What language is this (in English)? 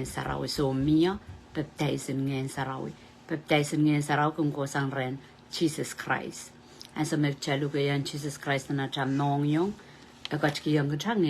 Pohnpeian